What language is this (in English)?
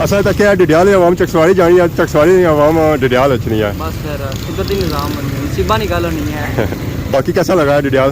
Pahari-Potwari